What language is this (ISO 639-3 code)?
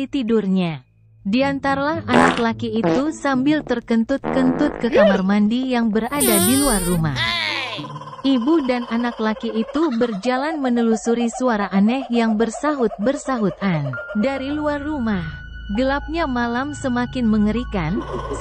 ind